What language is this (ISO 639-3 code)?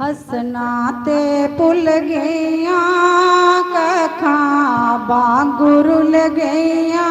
doi